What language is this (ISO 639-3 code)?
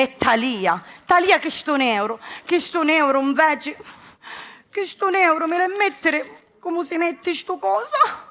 scn